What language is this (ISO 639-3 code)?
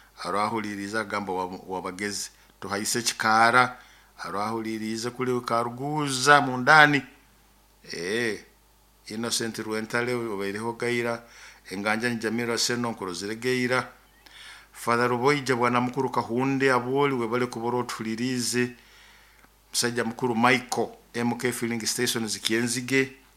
nyo